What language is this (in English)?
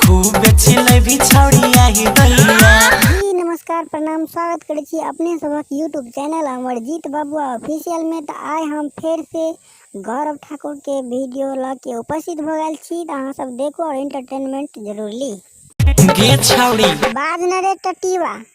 Maithili